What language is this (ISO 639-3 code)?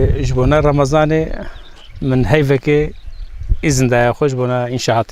kur